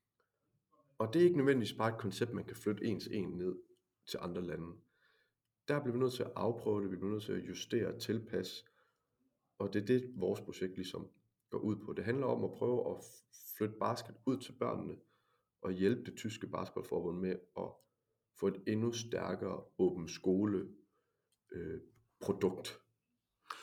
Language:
Danish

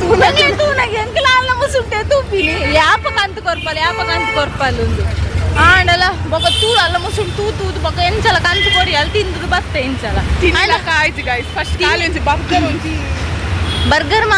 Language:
Tulu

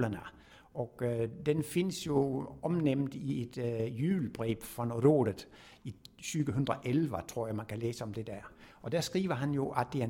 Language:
Danish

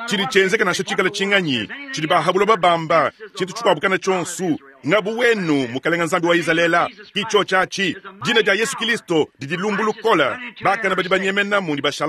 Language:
Luba-Lulua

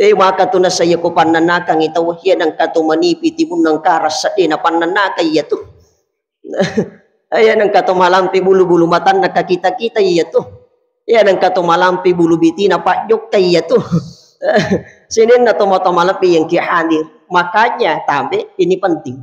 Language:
Buginese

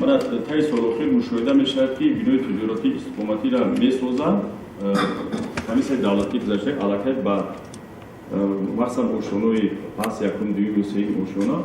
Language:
Tajik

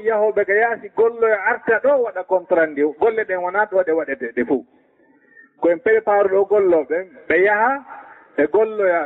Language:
Fula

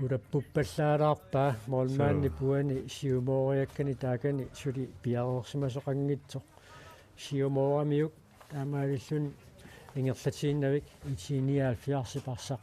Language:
Kalaallisut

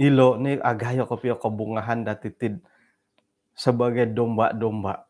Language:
Central Dusun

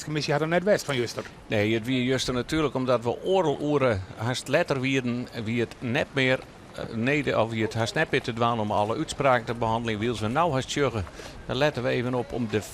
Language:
Western Frisian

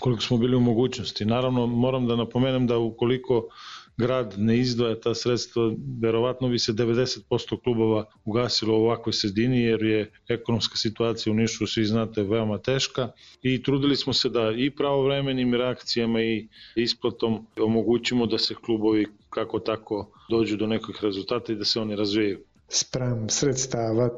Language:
Serbian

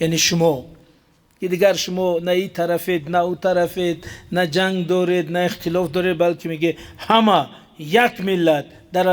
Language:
Tajik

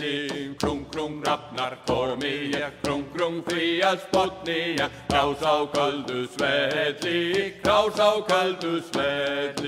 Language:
Icelandic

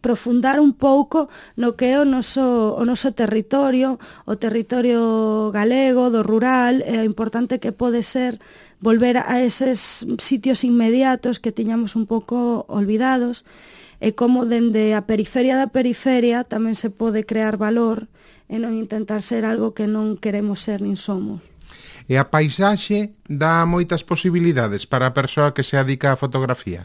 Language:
Galician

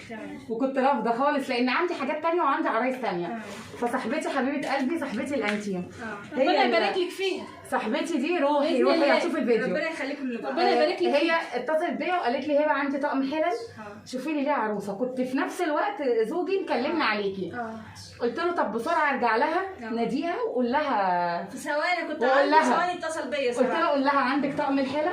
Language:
Egyptian Arabic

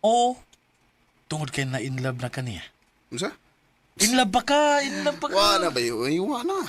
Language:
Cebuano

